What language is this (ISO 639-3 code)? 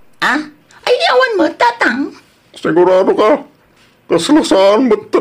ilo